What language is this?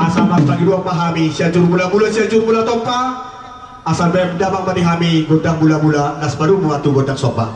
Batak Toba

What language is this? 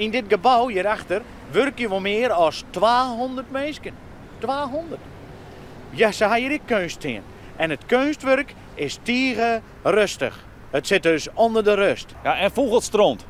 Western Frisian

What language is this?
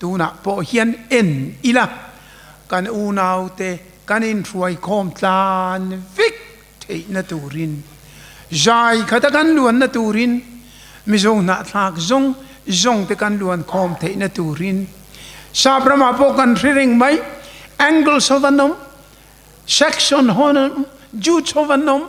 Mizo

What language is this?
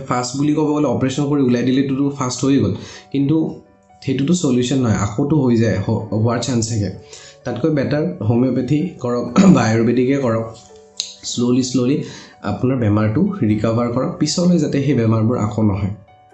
Assamese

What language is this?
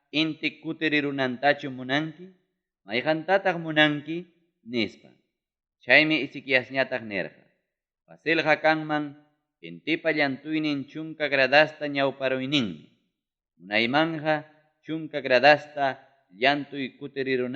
Ayacucho Quechua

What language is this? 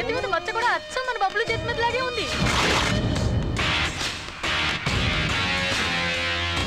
Telugu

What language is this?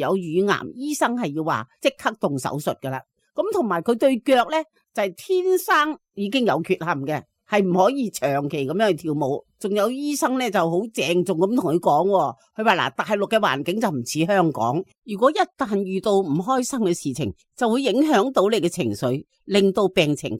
Cantonese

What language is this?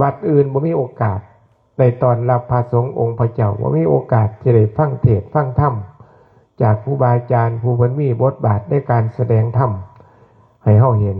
Northeastern Thai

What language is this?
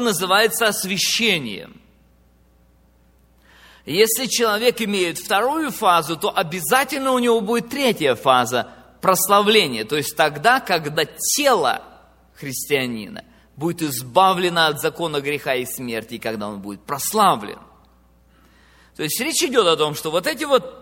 Russian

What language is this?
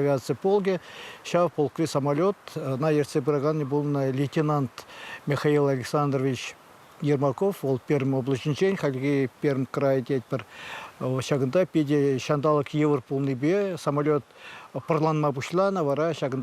Chuvash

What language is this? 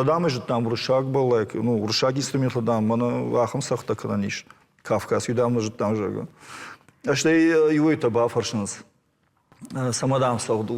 Ossetic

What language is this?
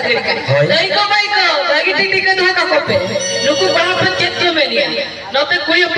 Santali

